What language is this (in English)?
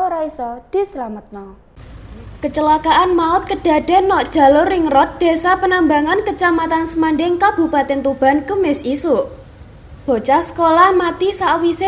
Javanese